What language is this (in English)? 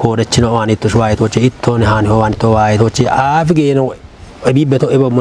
Kafa